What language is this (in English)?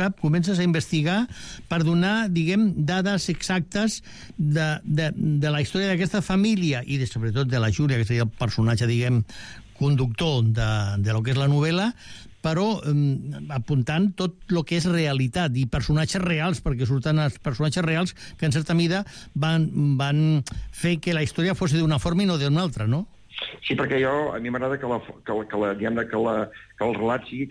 Catalan